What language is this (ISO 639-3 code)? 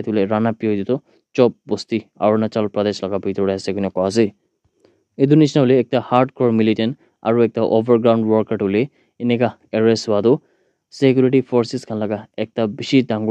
nag